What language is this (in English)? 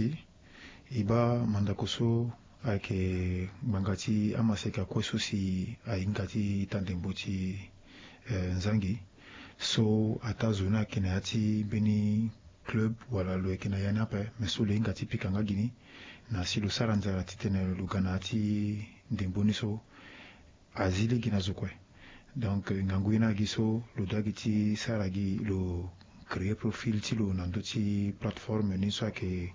Sango